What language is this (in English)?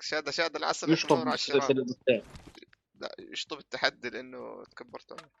North Levantine Arabic